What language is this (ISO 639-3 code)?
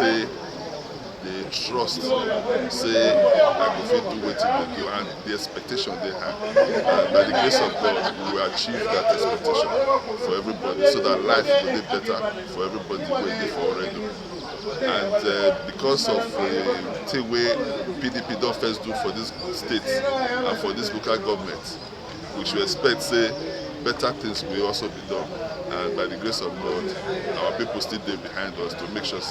pcm